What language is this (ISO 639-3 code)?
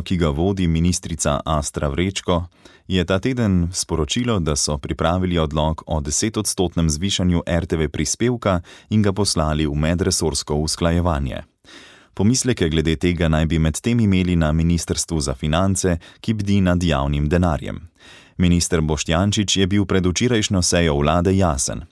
slv